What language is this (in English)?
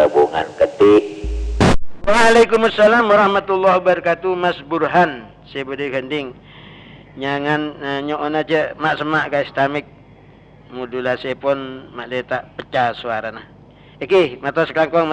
Madurese